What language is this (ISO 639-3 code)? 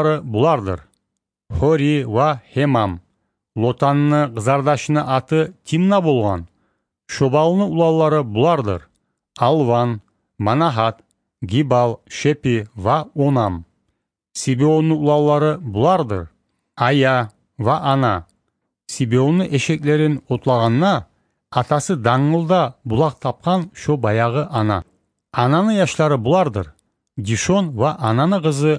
kum